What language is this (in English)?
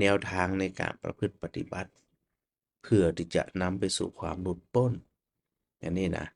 Northern Thai